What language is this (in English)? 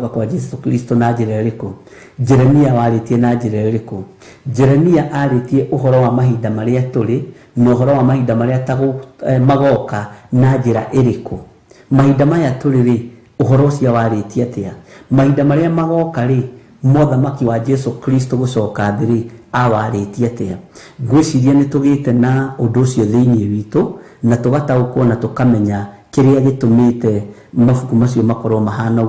Kikuyu